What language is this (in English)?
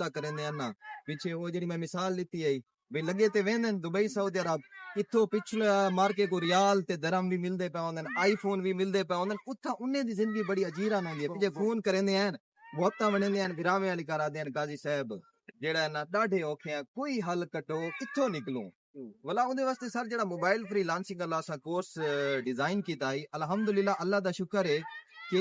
Saraiki